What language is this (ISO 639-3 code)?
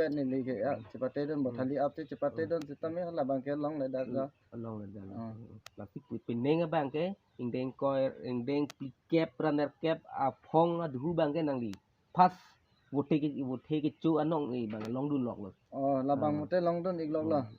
mjw